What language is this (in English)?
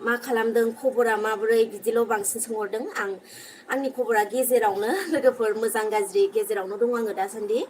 Bodo